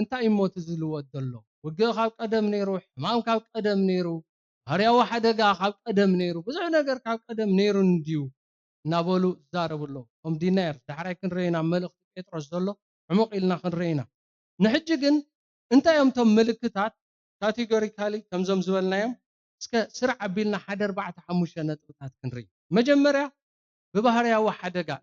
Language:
Tigrinya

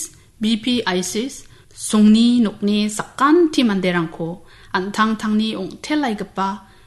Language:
Garo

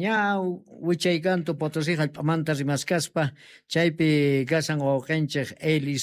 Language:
South Bolivian Quechua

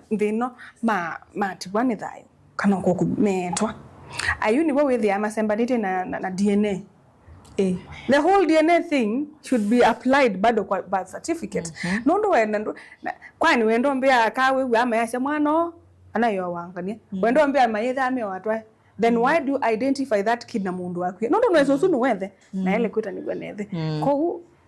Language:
Kamba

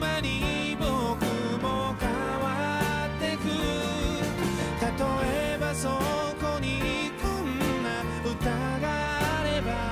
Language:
Japanese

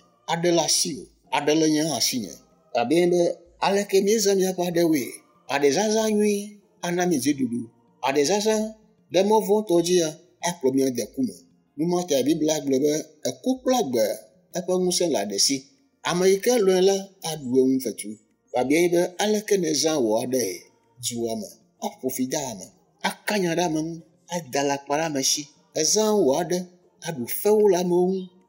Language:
Ewe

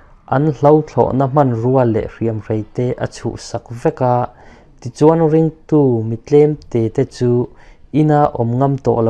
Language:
Mizo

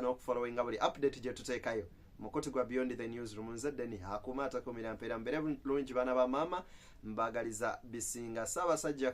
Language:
Ganda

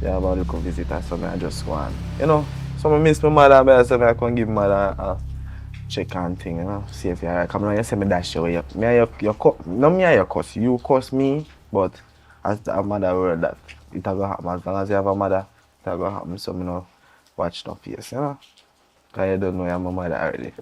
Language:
Jamaican Creole English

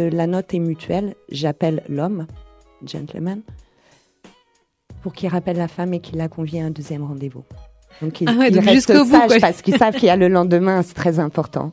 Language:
French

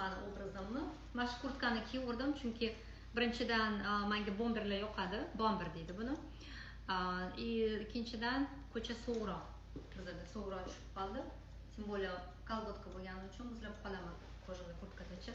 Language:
Uzbek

